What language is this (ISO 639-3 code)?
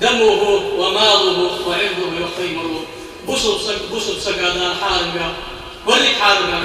inh